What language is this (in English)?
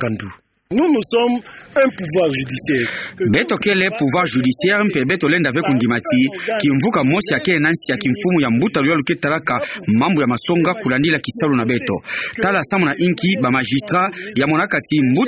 Kituba (Democratic Republic of Congo)